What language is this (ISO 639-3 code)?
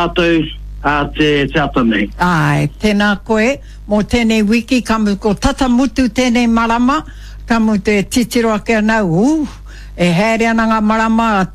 mri